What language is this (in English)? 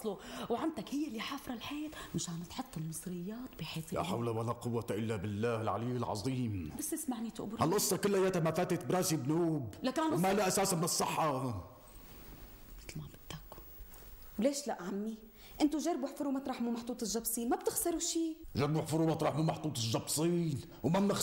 North Levantine Arabic